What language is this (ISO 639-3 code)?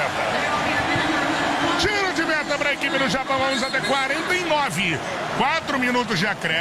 por